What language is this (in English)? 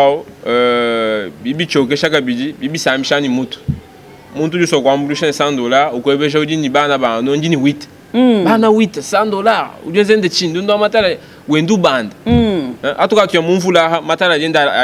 Luba-Lulua